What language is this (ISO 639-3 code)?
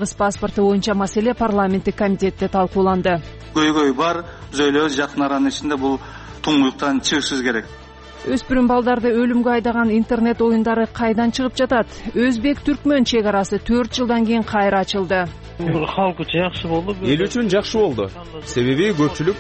kir